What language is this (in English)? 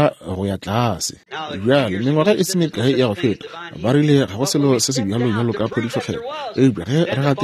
Northern Sotho